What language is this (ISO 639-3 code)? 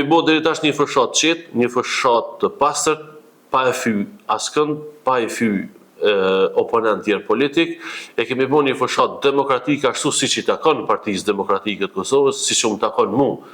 sqi